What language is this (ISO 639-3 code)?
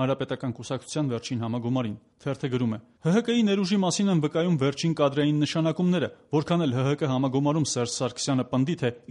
hye